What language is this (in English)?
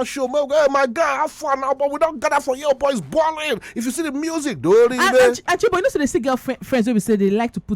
Nigerian Pidgin